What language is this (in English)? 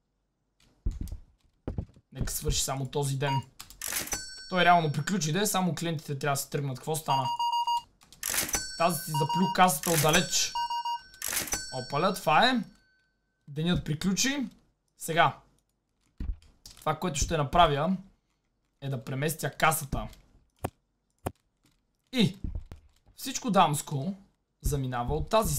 Bulgarian